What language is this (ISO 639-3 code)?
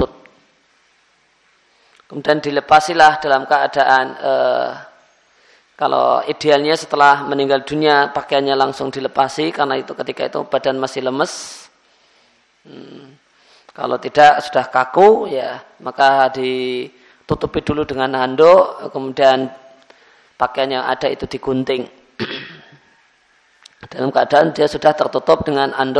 ind